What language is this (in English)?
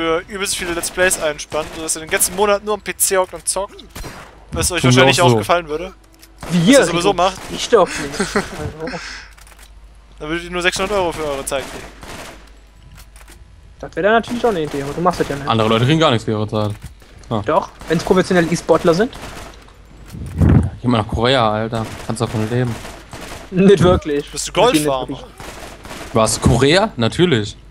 German